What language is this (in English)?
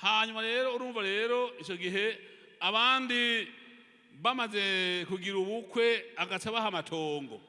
Rundi